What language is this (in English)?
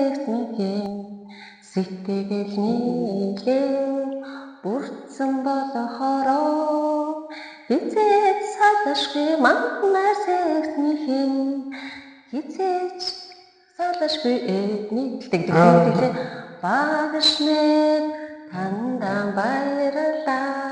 Mongolian